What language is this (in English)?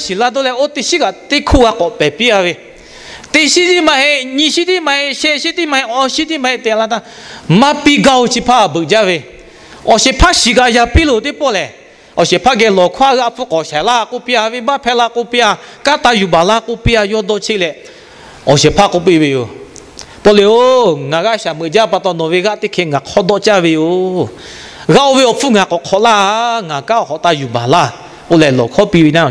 Lahu